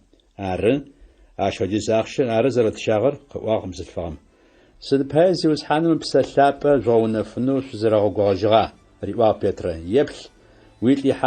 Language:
Adyghe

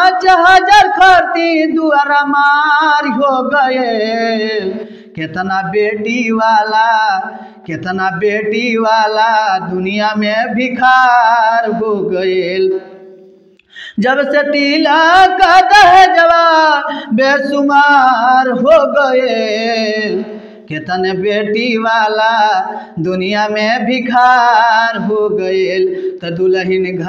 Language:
Bhojpuri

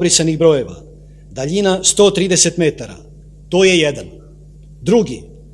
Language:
Serbian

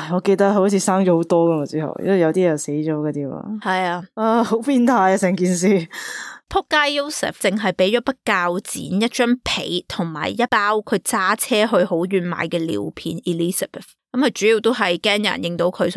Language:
Cantonese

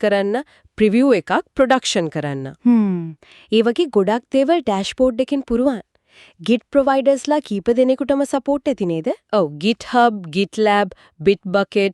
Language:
Sinhala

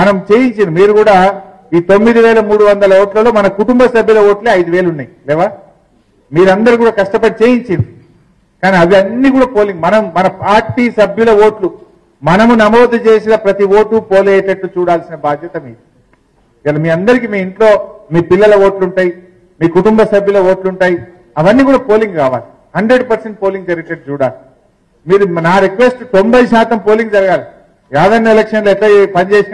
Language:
Telugu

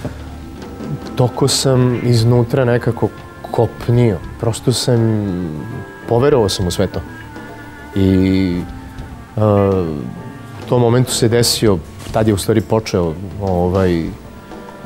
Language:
Serbian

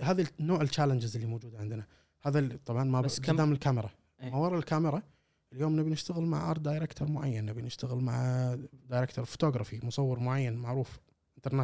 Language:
Gulf Arabic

